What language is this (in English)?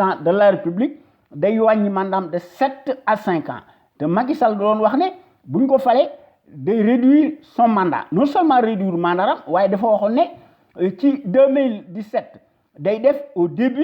Wolof